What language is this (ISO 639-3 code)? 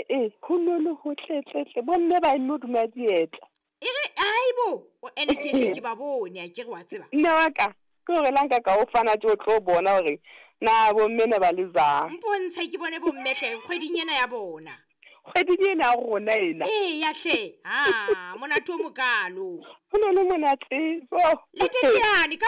sot